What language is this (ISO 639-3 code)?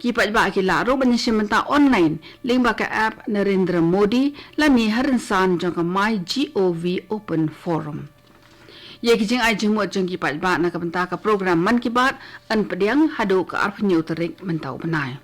kha